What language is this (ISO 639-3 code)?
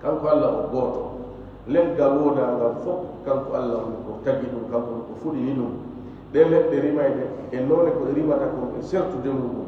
ful